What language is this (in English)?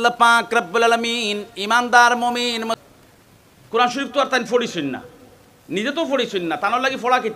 Sylheti